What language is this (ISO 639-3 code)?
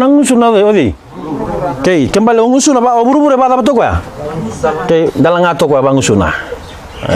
fij